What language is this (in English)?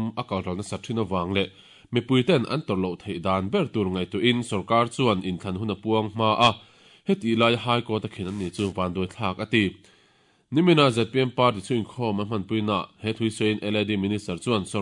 Mizo